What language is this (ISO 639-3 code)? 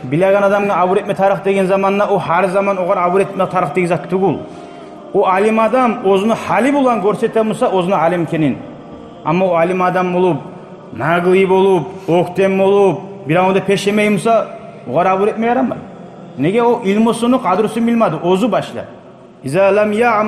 kum